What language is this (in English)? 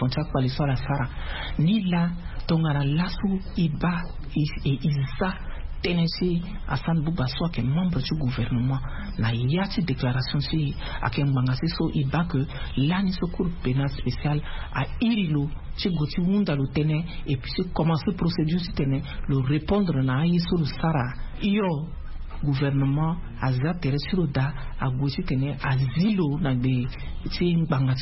Sango